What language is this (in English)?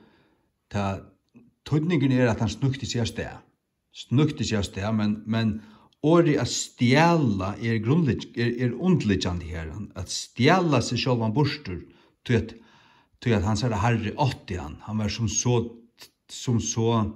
Faroese